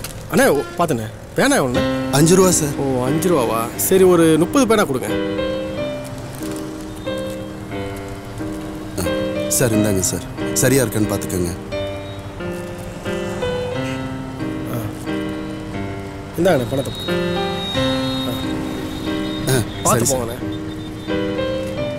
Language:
Tamil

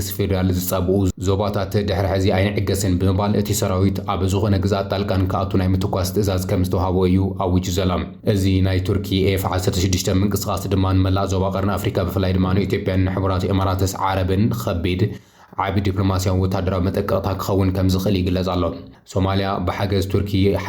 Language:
Tigrinya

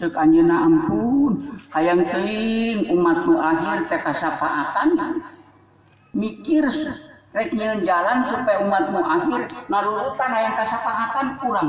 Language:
Sundanese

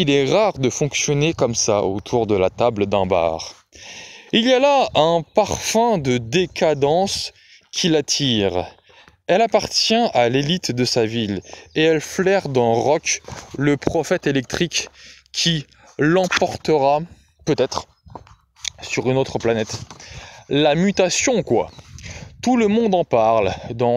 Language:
French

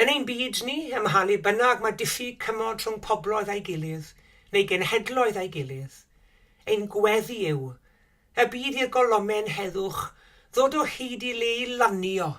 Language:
Welsh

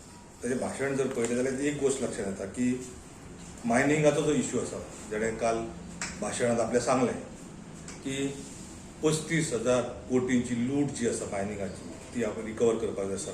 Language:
Konkani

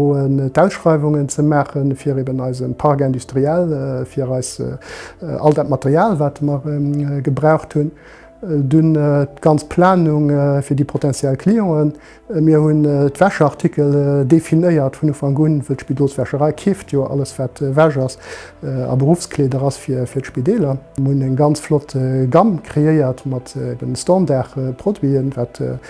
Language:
Luxembourgish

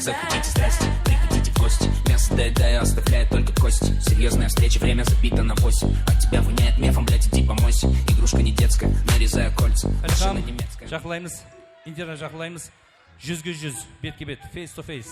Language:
Kara-Kalpak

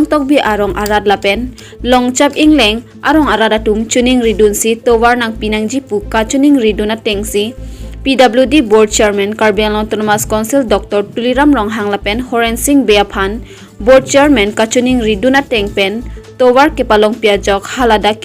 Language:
Karbi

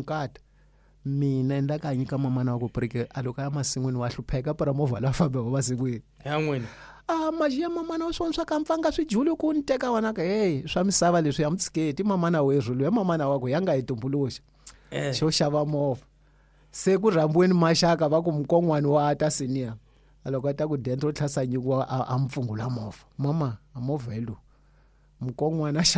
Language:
Tsonga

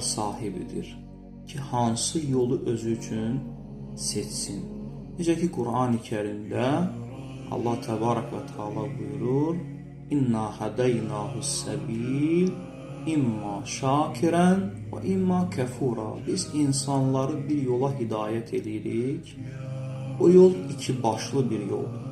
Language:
Azerbaijani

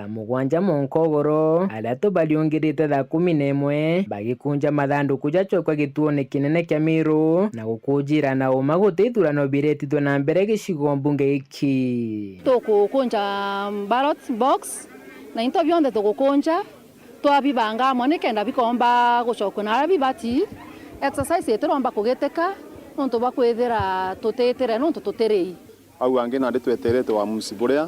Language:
Meru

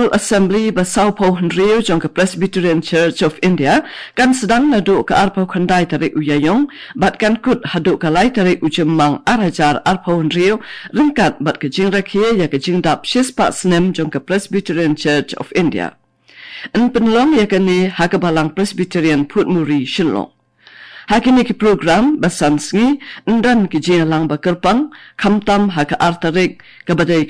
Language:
Khasi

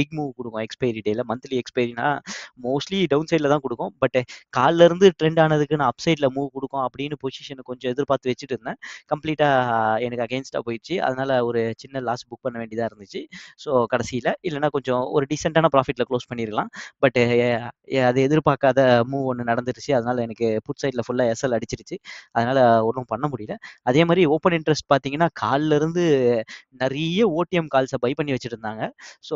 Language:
Tamil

